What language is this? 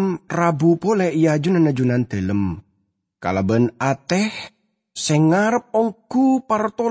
Madurese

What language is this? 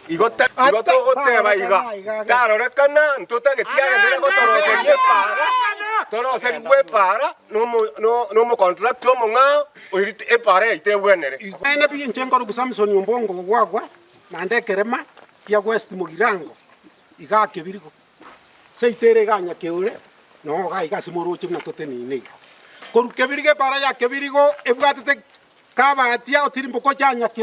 Gusii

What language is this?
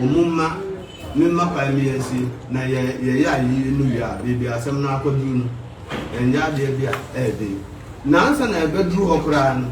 Akan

